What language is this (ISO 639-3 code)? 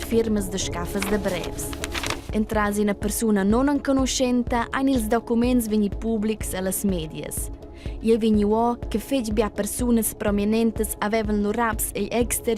roh